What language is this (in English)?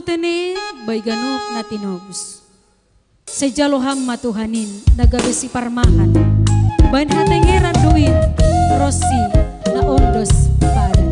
Batak Simalungun